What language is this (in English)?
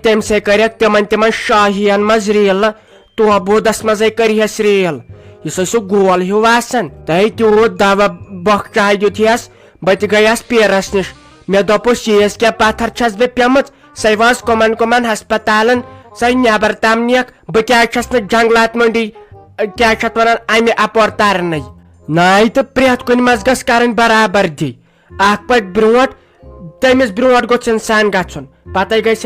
Kashmiri